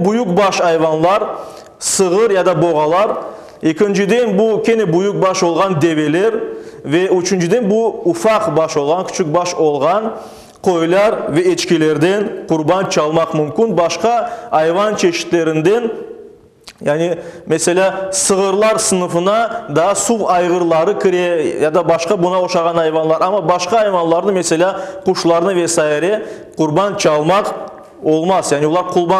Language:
Crimean Tatar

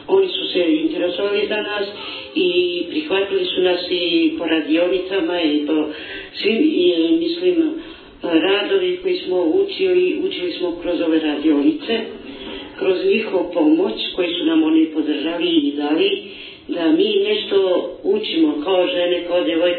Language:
Bosnian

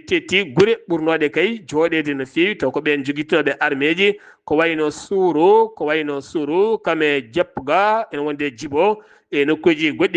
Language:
Fula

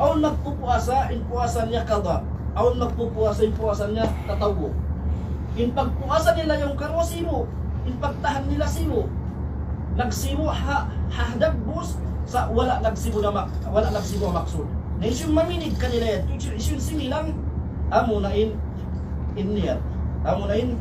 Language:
Tausug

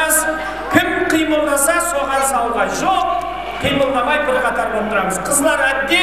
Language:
Kara-Kalpak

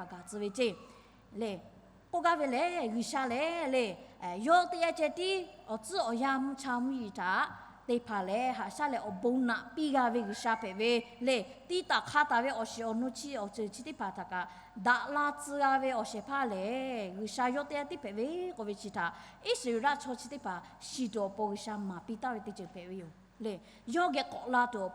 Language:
Lahu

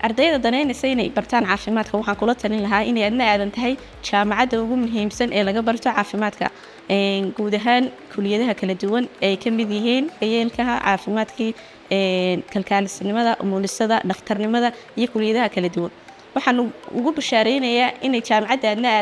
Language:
Somali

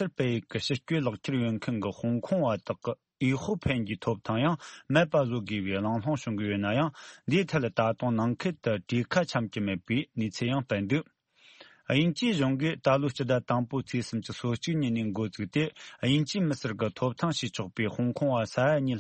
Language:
Tibetan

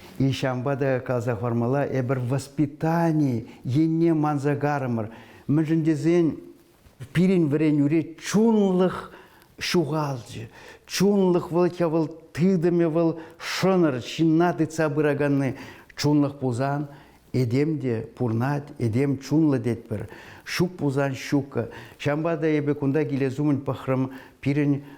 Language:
Chuvash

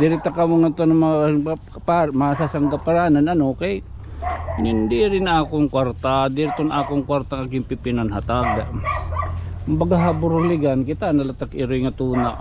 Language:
Waray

